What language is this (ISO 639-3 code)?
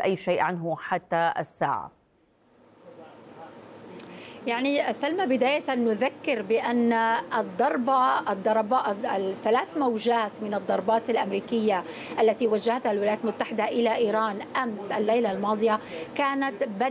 ara